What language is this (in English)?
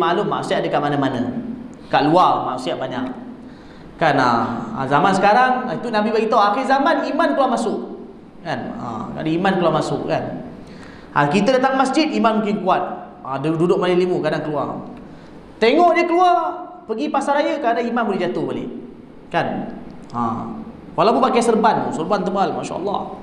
Malay